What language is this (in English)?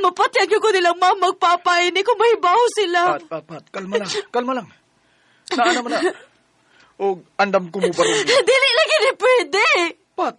Cebuano